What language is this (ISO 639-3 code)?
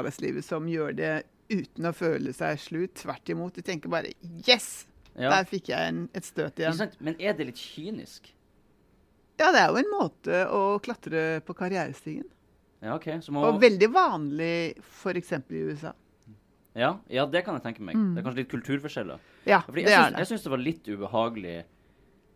nor